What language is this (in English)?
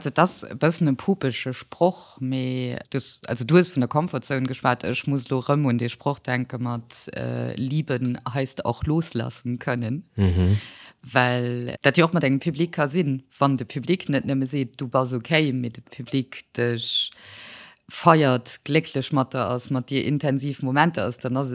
Luxembourgish